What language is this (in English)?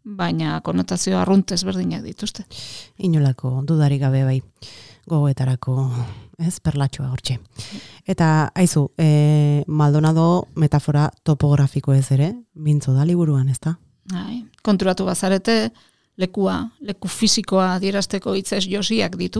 Basque